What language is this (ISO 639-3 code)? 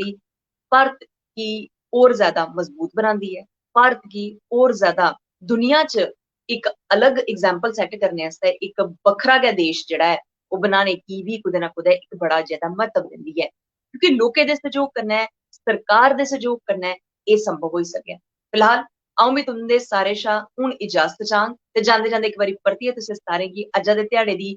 doi